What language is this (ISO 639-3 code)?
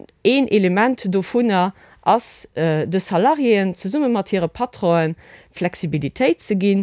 ltz